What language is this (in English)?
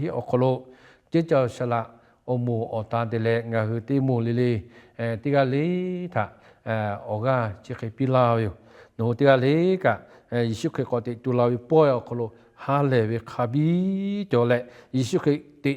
Lahu